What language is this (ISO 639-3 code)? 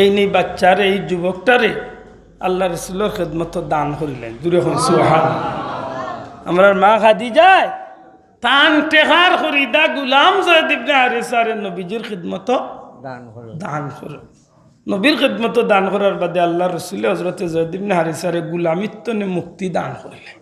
syl